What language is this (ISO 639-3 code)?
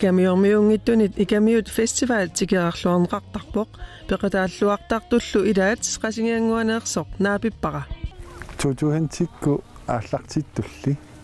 kal